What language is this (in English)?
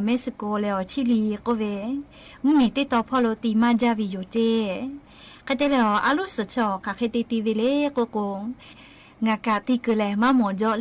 Lahu